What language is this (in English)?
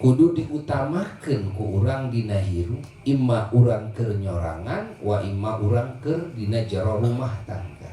Sundanese